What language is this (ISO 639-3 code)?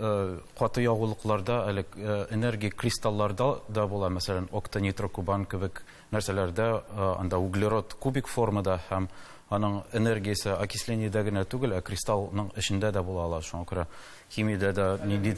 tat